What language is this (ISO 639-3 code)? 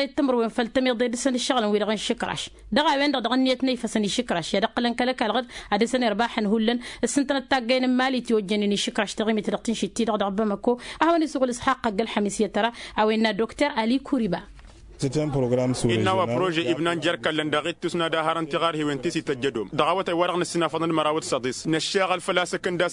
taq